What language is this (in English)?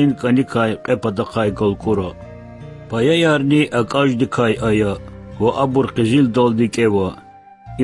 Lezghian